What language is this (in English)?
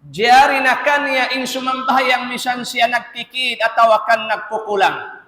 Tausug